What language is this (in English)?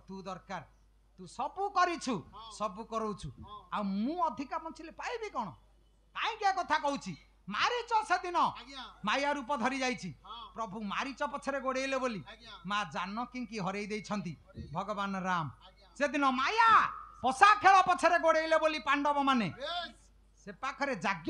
Odia